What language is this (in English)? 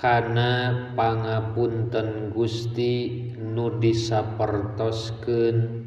Sundanese